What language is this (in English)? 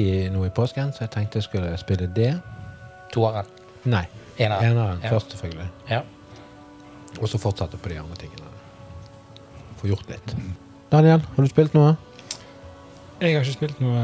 Norwegian